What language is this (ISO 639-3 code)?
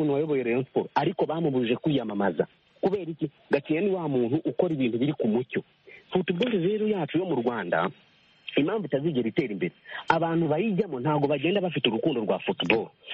kin